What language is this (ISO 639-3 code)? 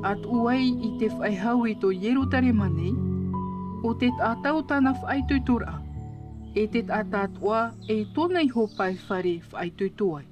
tah